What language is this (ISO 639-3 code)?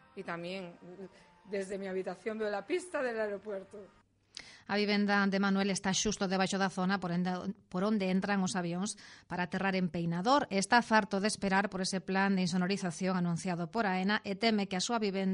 glg